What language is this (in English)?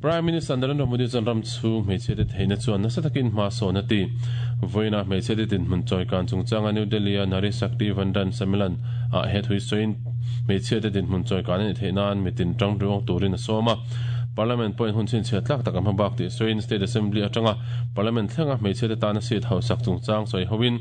Mizo